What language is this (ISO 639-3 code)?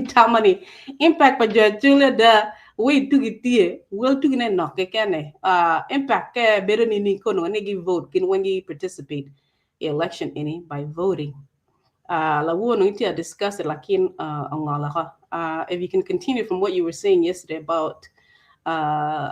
ach